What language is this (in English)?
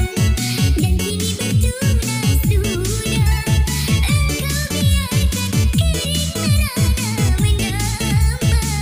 Indonesian